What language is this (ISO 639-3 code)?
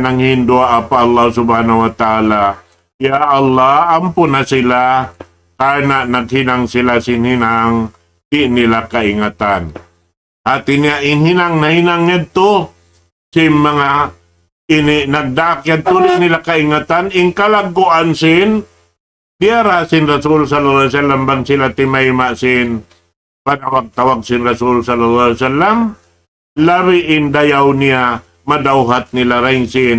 tsg